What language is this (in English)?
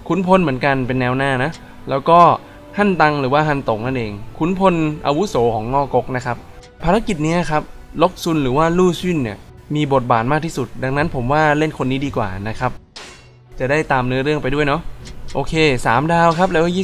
Thai